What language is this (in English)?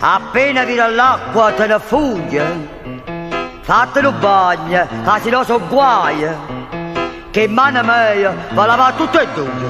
Neapolitan